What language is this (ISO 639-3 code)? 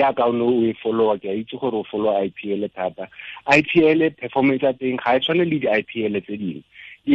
tsn